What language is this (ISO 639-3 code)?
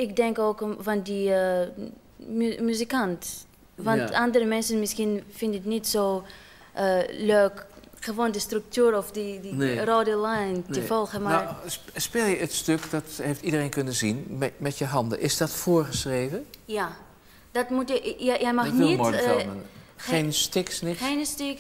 nld